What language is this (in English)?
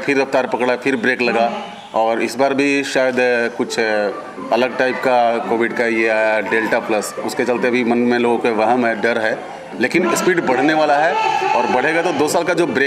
Hindi